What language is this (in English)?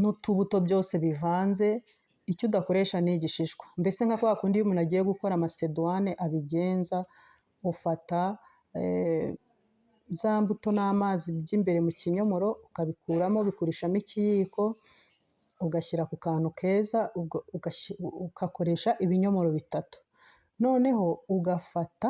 Kinyarwanda